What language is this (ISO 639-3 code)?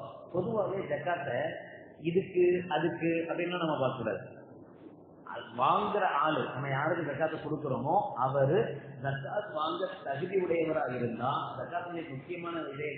tam